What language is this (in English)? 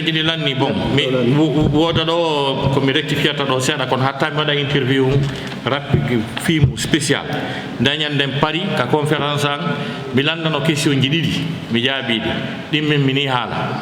Fula